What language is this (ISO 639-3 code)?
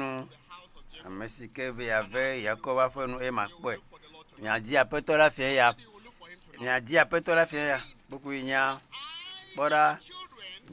ewe